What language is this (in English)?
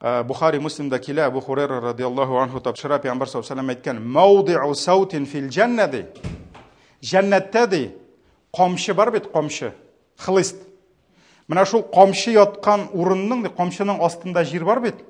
Tatar